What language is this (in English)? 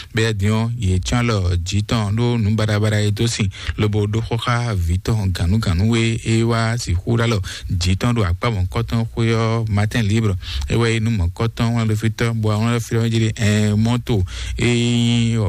Fon